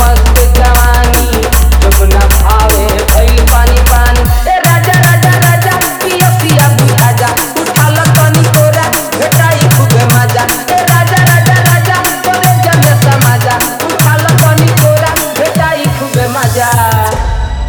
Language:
Bhojpuri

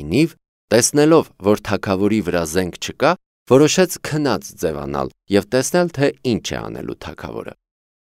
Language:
Armenian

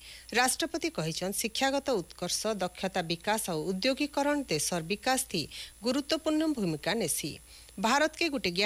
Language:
Odia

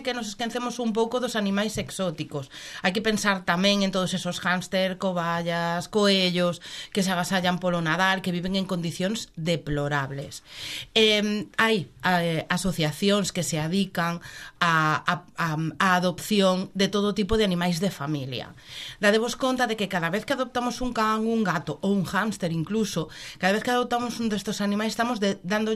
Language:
Galician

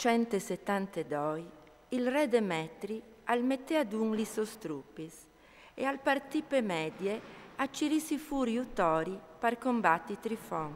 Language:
Friulian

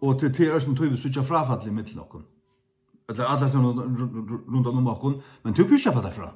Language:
Faroese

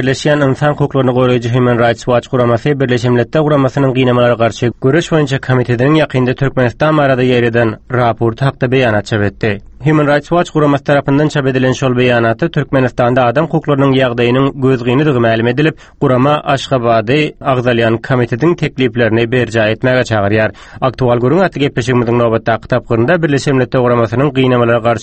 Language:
Turkmen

